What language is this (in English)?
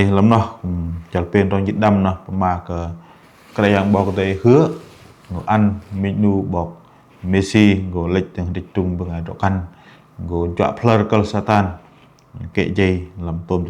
Bahnar